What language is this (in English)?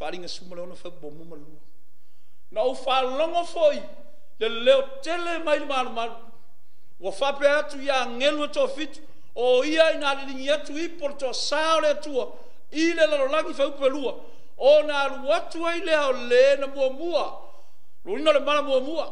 Samoan